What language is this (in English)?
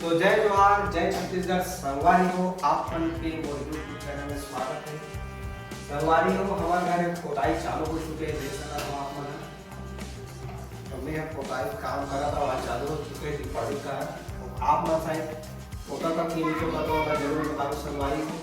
Chhattisgarhi